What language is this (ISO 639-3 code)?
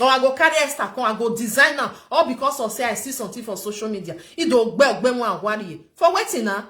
pcm